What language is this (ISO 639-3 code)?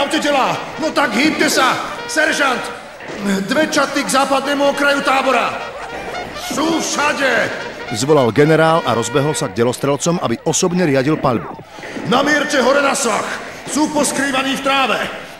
slk